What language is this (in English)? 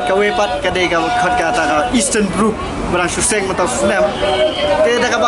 Khasi